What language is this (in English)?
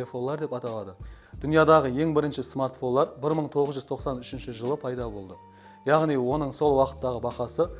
Kara-Kalpak